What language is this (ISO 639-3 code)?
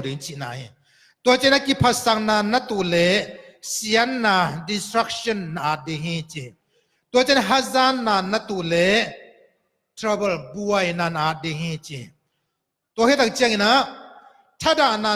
ctd